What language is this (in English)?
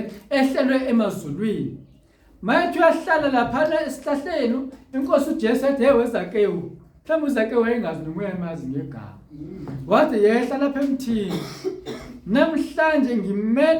Zulu